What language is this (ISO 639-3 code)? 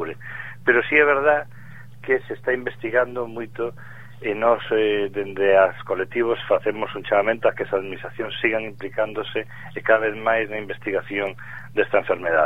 glg